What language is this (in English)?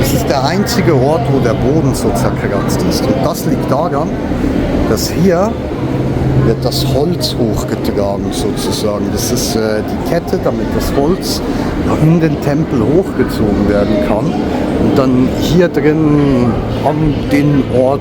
Swiss German